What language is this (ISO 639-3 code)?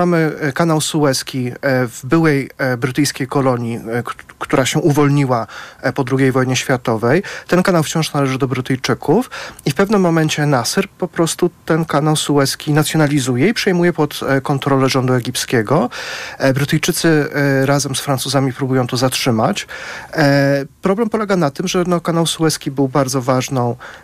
pol